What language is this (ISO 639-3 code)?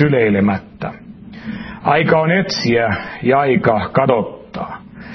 fin